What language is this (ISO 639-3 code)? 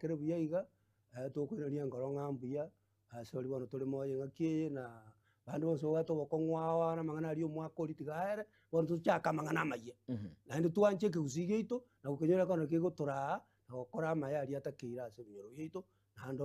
guz